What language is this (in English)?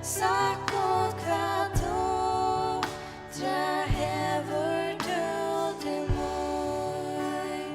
Faroese